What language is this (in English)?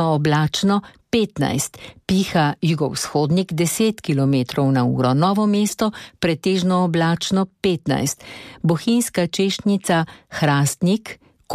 Slovenian